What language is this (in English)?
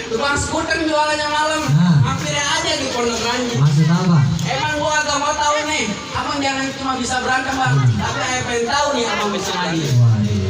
Betawi